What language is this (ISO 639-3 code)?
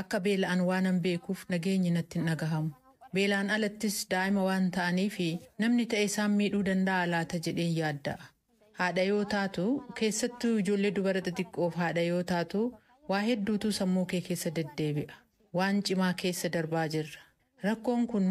orm